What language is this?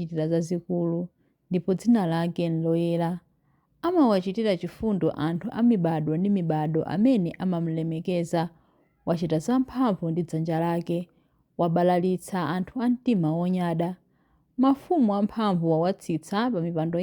Nyanja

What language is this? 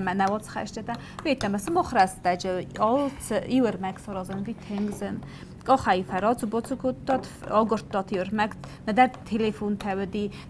Ossetic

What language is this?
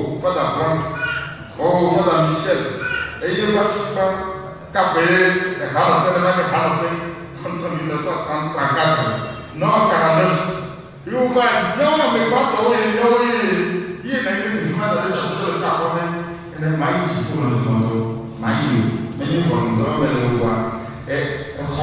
Ewe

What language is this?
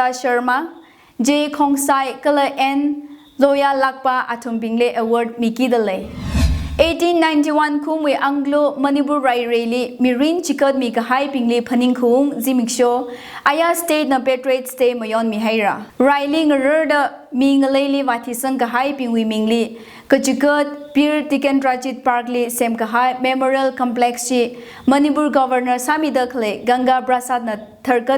Tangkhul Naga (India)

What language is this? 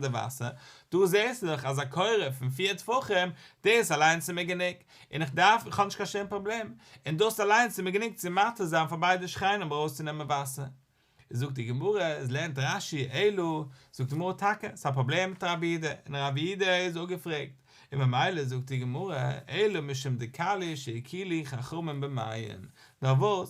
Yiddish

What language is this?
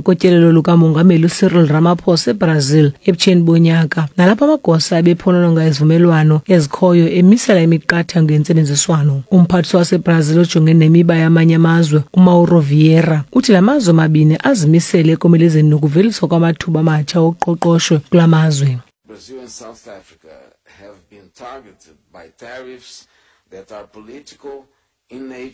Xhosa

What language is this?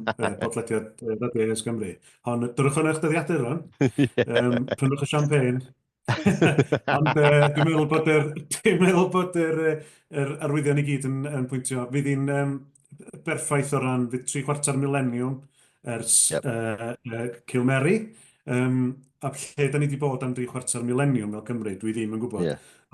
Welsh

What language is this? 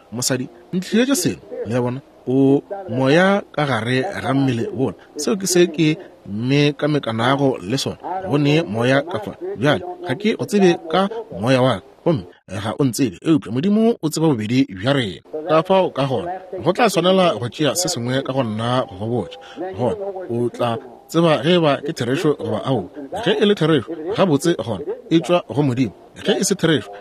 Northern Sotho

